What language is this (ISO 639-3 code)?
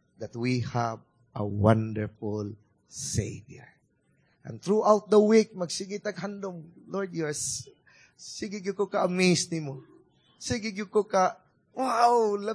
ceb